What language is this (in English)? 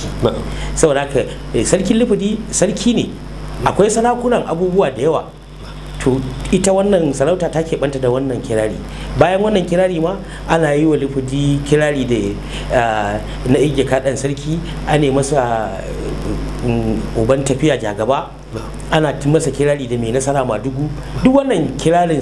Hausa